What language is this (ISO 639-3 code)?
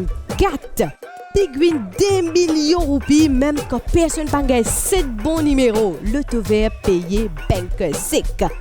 mfe